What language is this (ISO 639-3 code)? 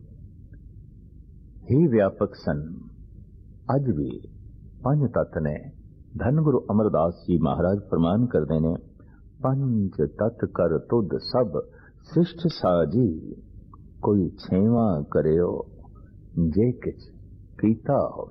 pan